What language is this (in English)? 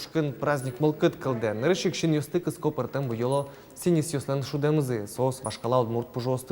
Udmurt